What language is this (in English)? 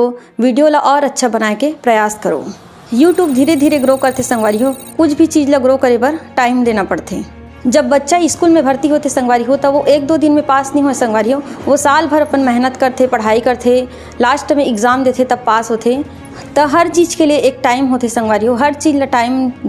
Chhattisgarhi